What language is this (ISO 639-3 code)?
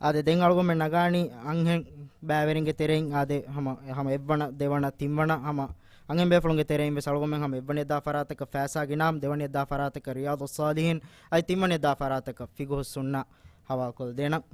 div